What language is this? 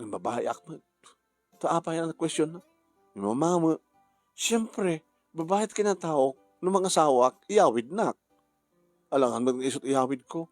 Iloko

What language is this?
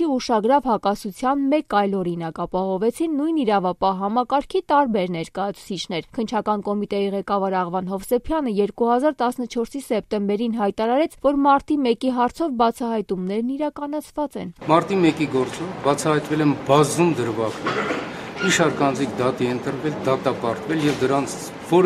Armenian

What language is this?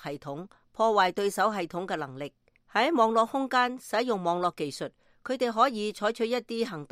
Cantonese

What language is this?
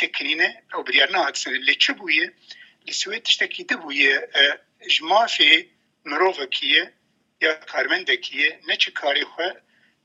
Kurdish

